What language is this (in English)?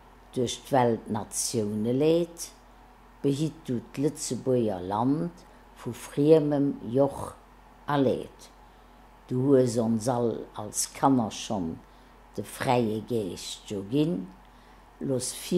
Luxembourgish